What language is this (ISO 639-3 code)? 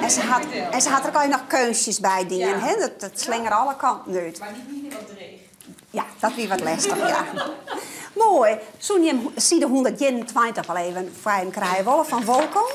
fry